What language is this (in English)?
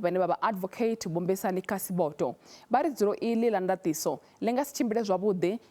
Venda